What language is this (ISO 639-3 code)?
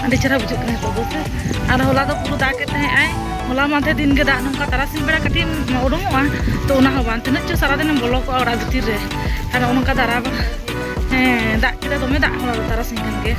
sat